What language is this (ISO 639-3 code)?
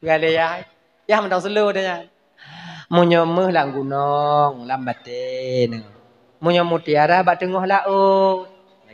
ace